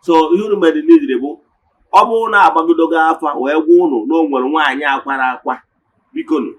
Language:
Igbo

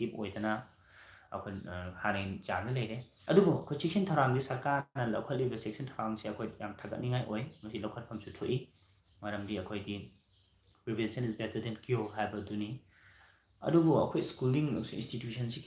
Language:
Manipuri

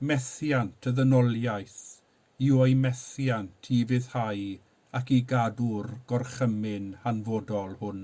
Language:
Welsh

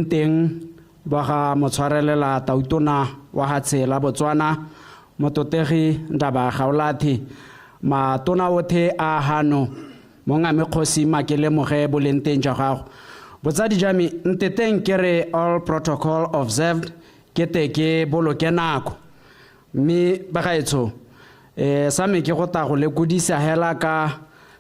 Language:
Tswana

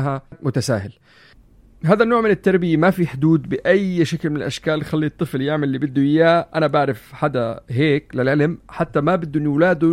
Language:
North Levantine Arabic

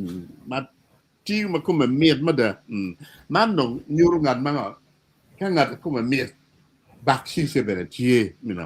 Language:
Acoli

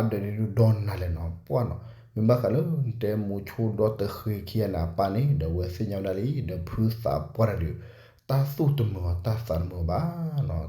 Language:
S'gaw Karen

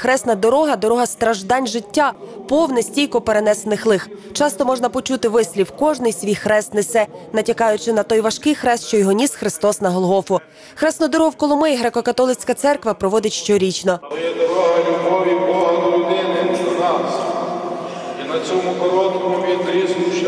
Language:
Ukrainian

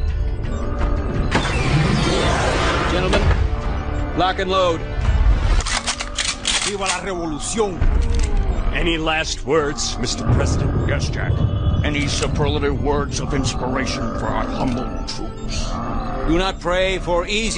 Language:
English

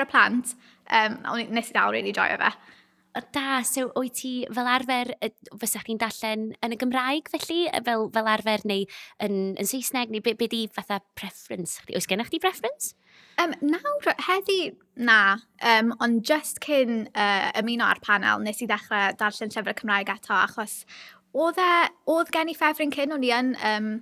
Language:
Welsh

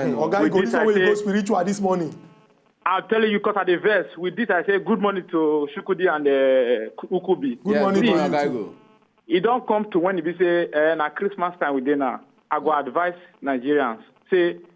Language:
Nigerian Pidgin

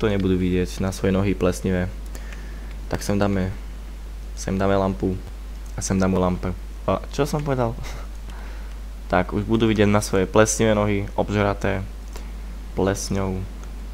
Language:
Slovak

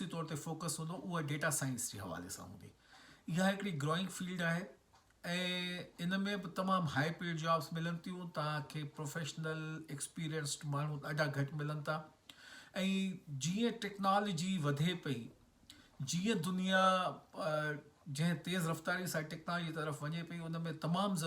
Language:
Sindhi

